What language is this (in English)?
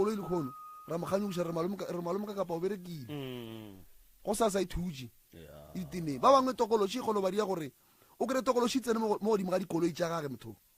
Northern Sotho